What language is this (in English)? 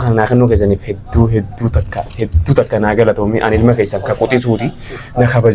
Oromo